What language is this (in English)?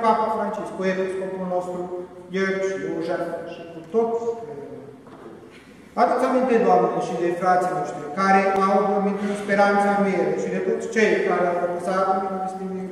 Romanian